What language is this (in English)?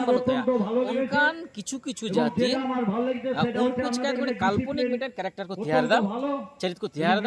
Santali